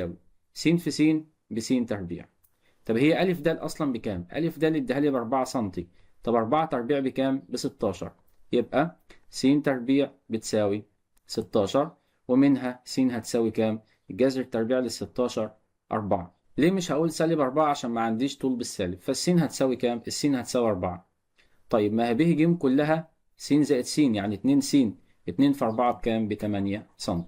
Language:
Egyptian Arabic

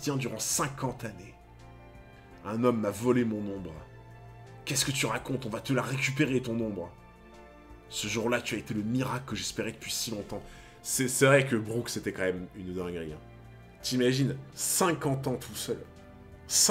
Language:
French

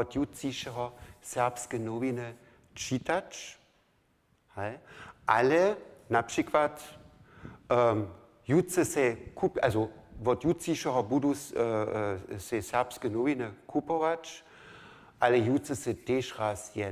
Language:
Upper Sorbian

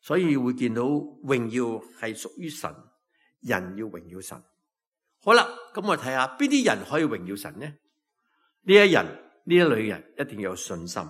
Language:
Cantonese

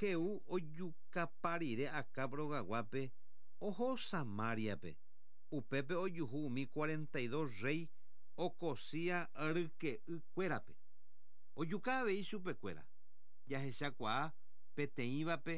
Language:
Guarani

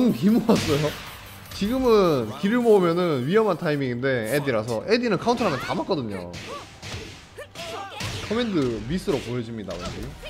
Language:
Korean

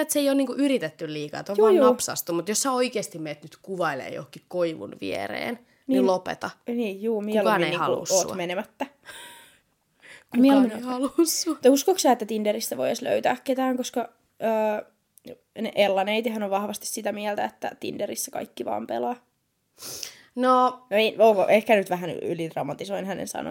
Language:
Finnish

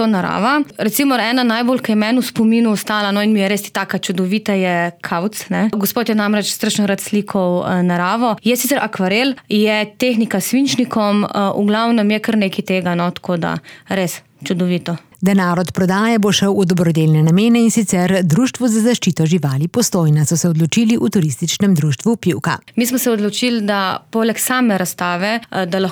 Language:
Slovenian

